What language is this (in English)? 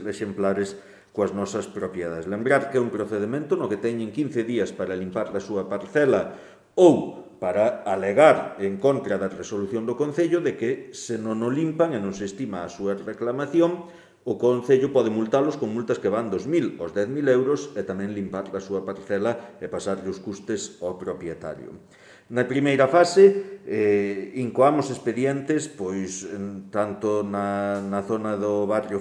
Galician